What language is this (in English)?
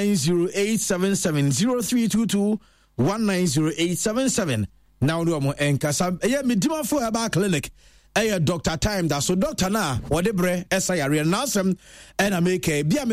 Akan